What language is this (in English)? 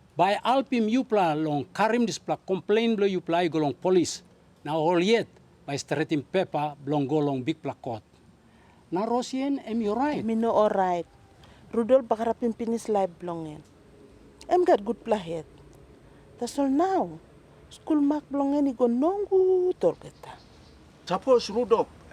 Tok Pisin